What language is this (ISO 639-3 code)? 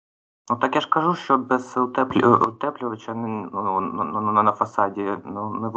ukr